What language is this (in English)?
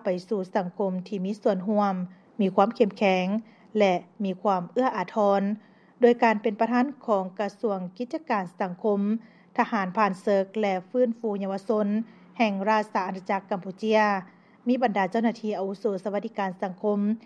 Lao